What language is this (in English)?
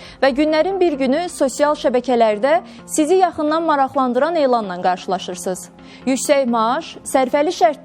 Azerbaijani